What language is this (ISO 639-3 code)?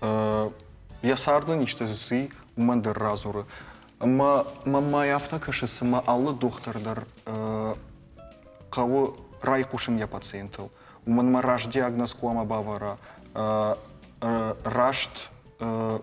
oss